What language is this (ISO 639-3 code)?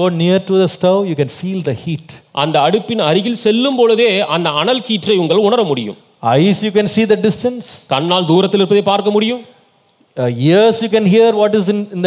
tam